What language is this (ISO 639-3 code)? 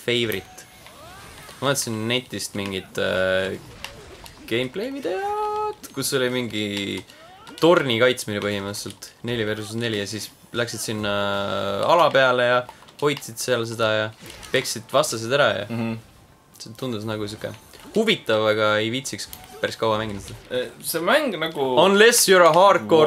est